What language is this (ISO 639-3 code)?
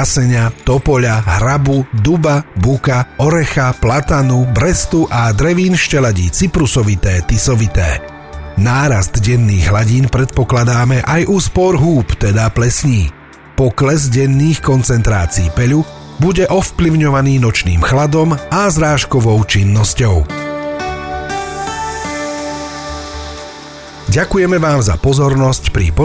slk